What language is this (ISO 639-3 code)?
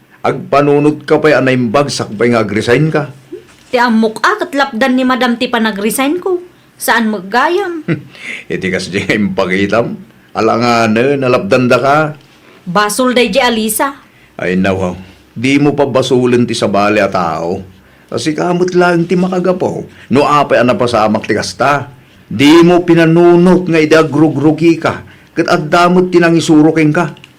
ilo